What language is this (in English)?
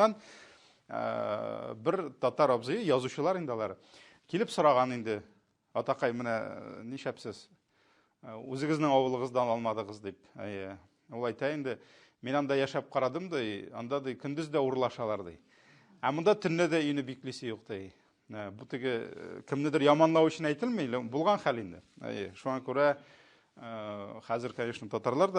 Tatar